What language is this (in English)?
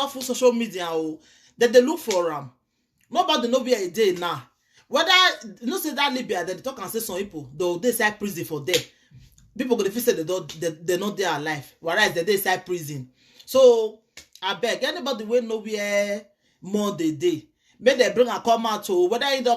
Nigerian Pidgin